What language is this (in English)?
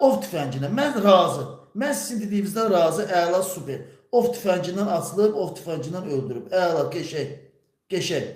Azerbaijani